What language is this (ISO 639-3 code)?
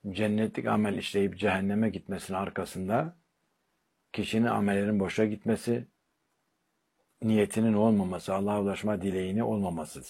tur